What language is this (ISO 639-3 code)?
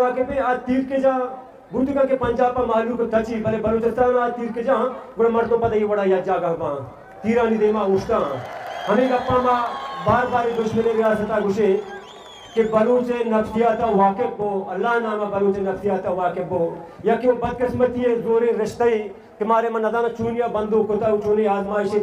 bgp